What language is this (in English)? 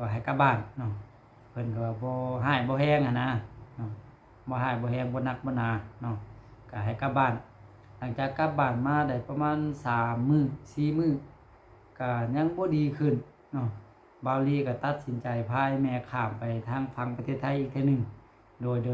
Lao